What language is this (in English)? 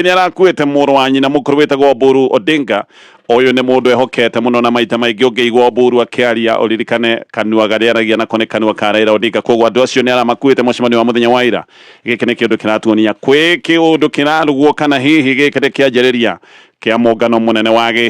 Kikuyu